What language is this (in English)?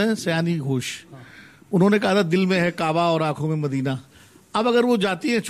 Hindi